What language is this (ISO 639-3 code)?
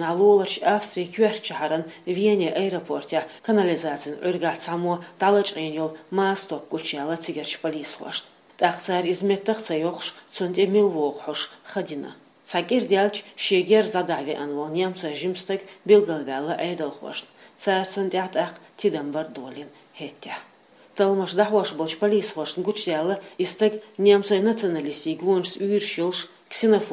che